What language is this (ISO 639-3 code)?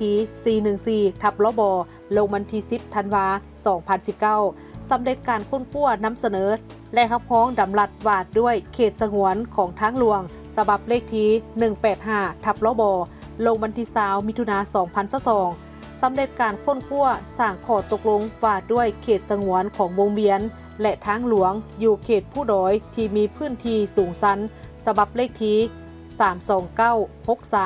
lao